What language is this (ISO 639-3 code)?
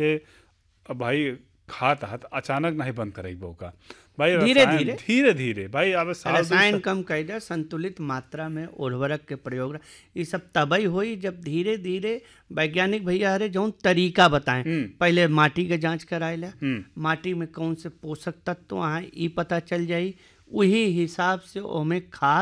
bho